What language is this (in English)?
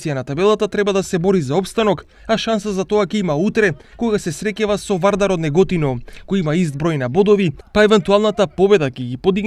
Macedonian